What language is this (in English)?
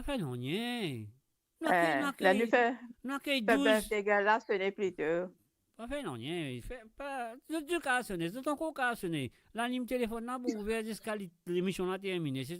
Morisyen